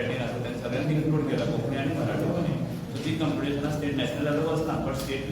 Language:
Konkani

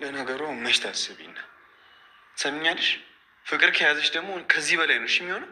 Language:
Amharic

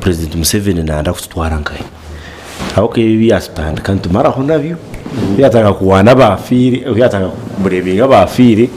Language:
Nyankole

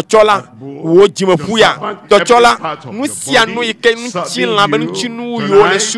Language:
Ewe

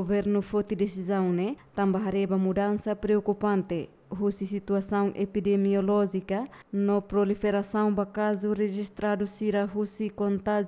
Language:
Tetum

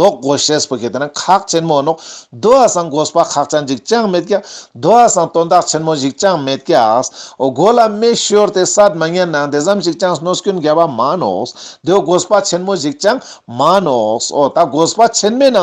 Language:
Ladakhi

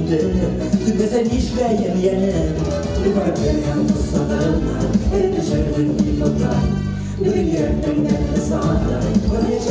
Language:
Bashkir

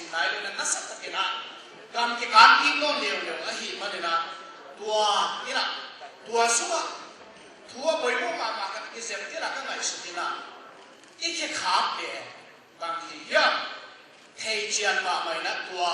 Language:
Tedim Chin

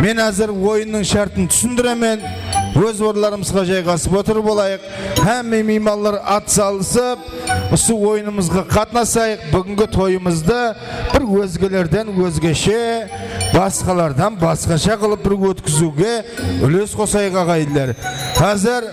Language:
Kara-Kalpak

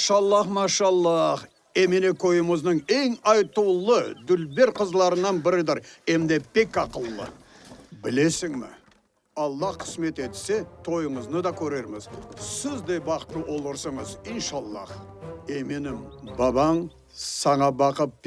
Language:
Crimean Tatar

